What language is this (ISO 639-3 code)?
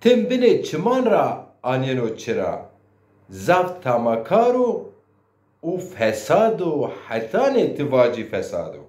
zza